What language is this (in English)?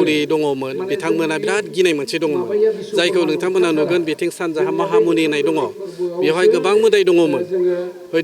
Bodo